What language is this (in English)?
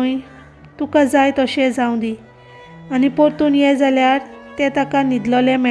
Konkani